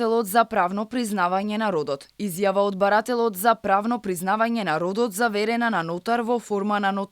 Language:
Macedonian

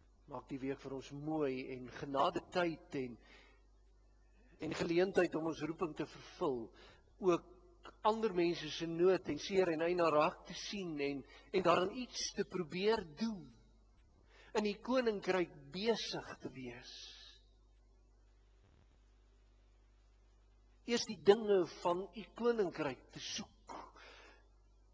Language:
Afrikaans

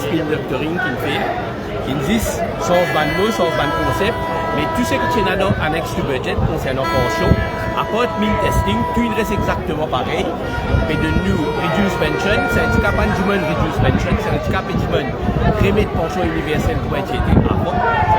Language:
Morisyen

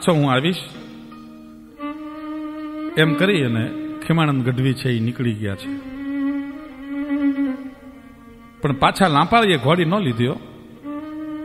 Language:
Gujarati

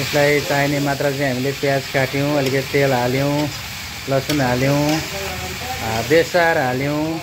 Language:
Nepali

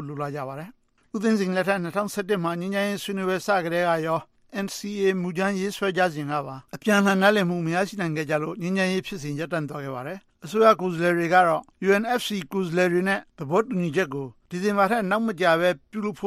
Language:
Burmese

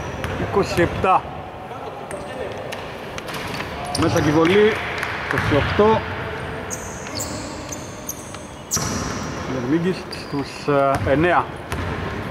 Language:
Greek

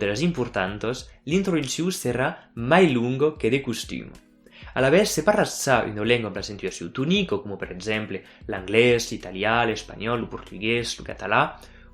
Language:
Occitan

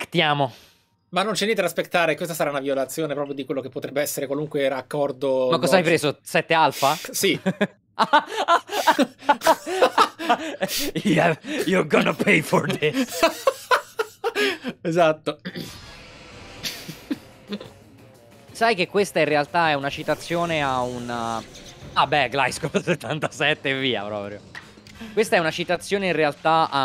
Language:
Italian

